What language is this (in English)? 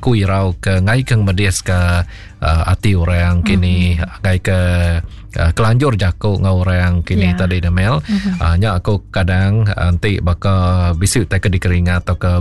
Iban